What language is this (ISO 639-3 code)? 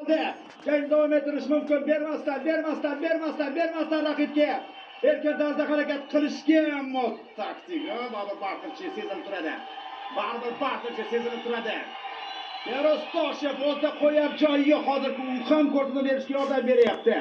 uzb